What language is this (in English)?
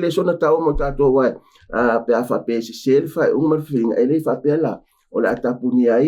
Samoan